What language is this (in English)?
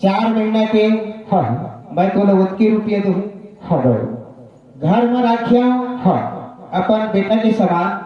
Chhattisgarhi